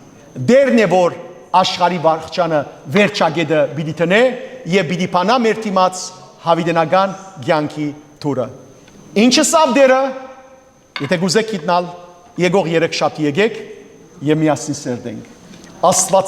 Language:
Western Armenian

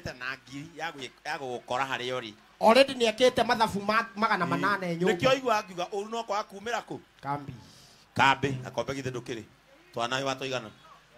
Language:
Kikuyu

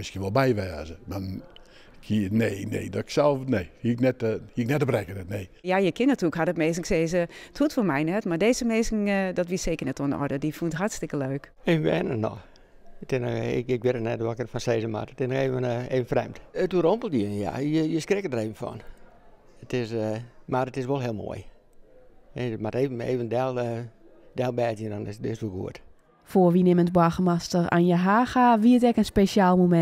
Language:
Western Frisian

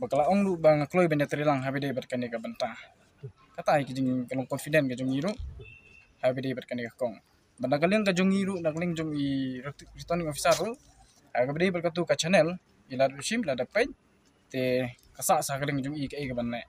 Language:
Khasi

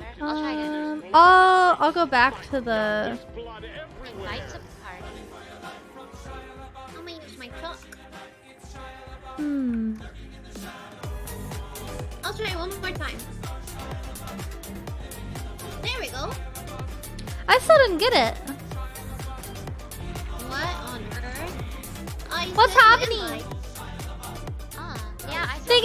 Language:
English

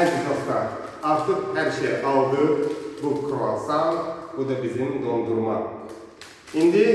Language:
Azerbaijani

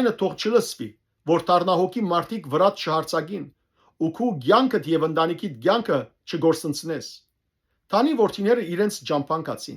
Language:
Western Armenian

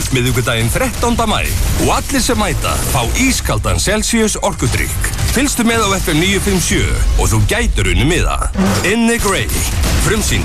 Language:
Icelandic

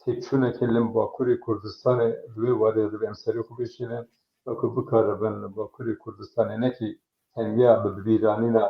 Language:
Kurdish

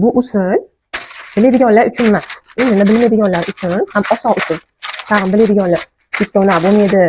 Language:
Uzbek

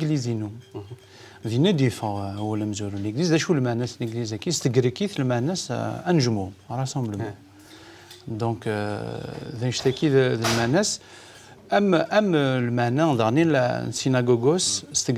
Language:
Kabyle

